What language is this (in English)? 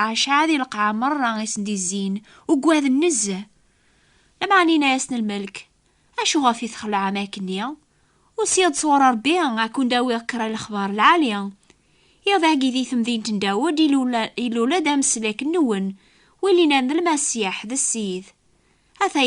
Kabyle